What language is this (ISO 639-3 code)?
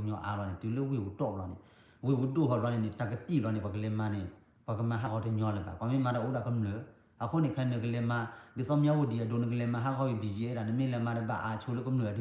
ksw